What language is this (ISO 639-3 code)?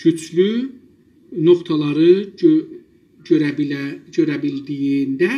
azb